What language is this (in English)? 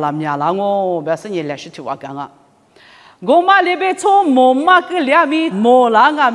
Lisu